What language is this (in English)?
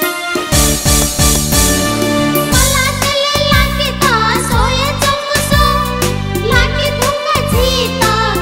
Newari